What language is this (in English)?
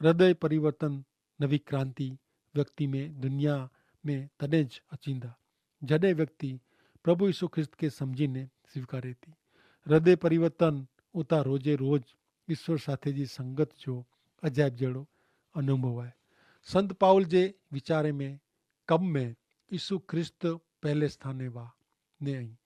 Kachhi